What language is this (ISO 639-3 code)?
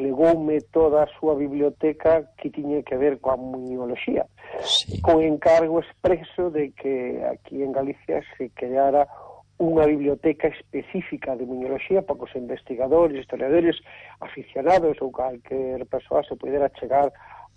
glg